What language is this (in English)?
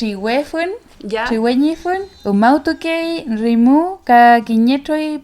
Mapuche